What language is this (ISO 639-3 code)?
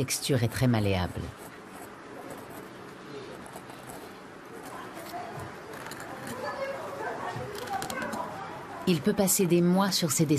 fra